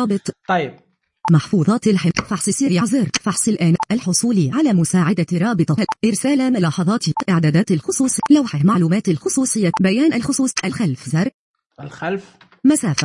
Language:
Najdi Arabic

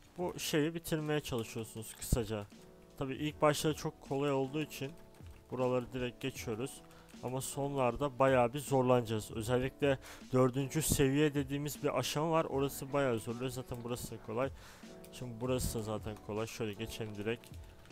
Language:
Turkish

